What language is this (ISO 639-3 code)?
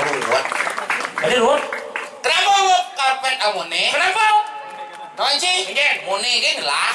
ban